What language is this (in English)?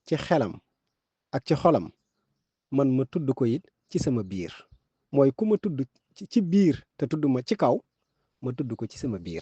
Wolof